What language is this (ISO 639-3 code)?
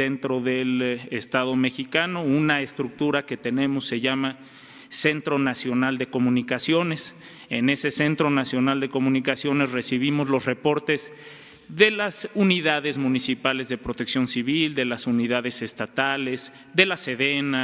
spa